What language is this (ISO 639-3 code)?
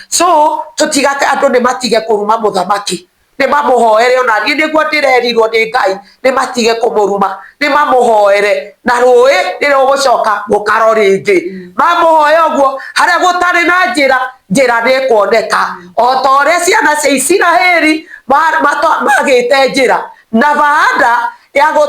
kik